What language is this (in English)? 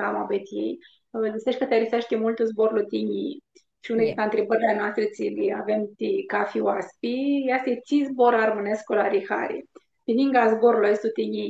Aromanian